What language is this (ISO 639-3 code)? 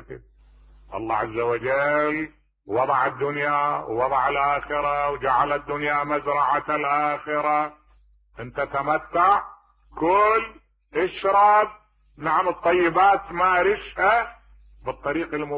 acm